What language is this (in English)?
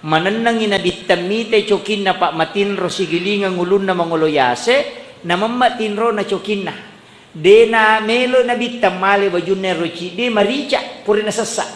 Buginese